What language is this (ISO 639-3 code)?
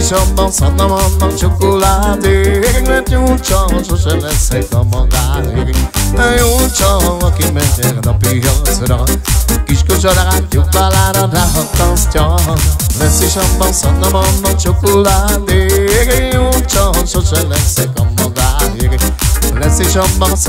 hun